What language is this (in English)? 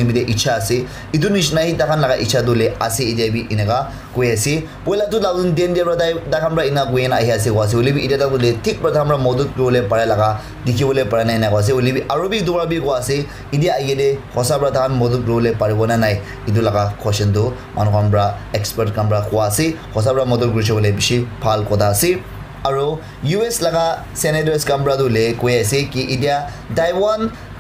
Naga Pidgin